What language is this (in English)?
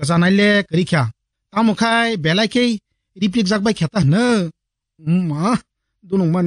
Kok Borok